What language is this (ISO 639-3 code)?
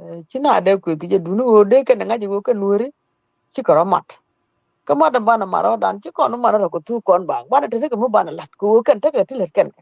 nus